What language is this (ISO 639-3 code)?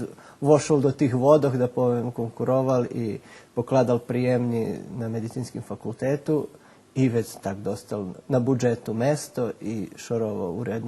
rue